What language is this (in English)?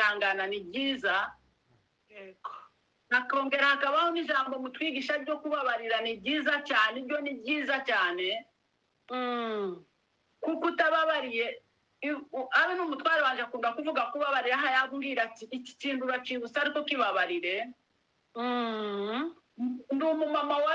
Kinyarwanda